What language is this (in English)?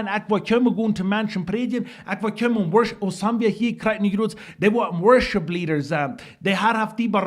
Plautdietsch